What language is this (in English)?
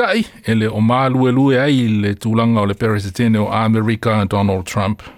Samoan